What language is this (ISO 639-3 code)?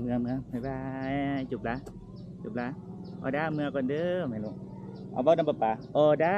lao